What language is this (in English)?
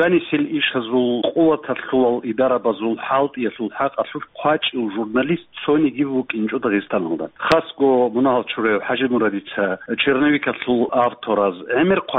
Avaric